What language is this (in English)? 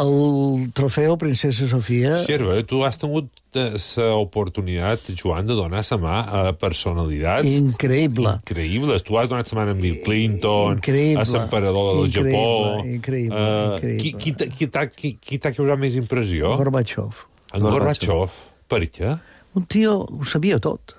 Catalan